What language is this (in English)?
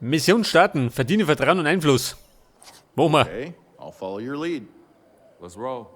Bavarian